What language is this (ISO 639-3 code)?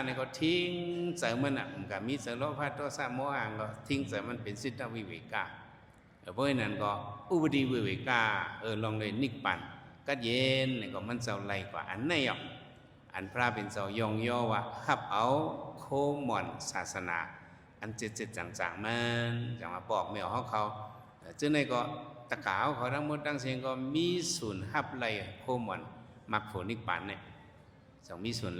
shn